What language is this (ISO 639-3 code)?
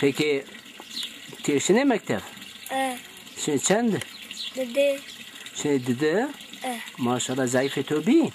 zza